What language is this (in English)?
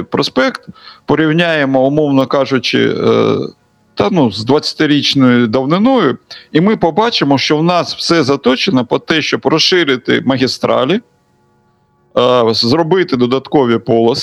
Ukrainian